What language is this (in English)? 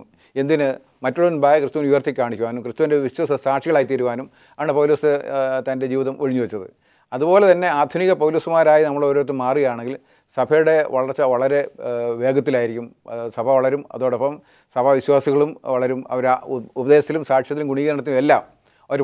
Malayalam